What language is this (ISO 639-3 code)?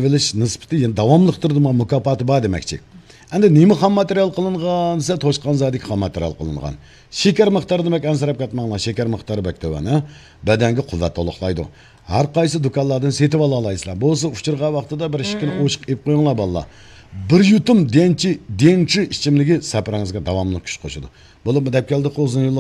uig